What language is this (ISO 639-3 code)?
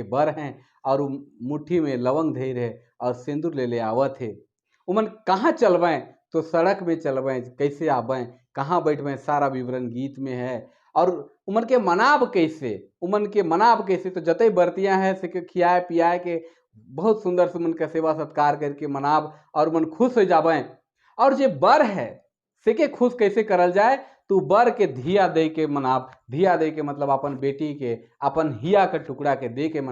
sck